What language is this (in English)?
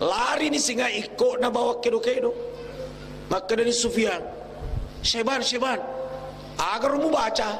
Buginese